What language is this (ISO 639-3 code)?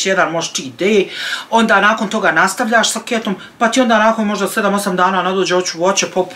bos